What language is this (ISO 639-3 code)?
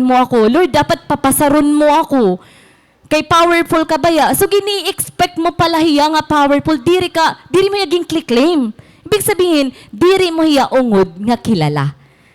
war